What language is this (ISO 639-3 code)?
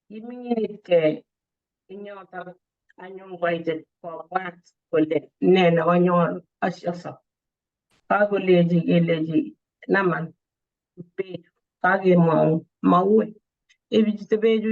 kln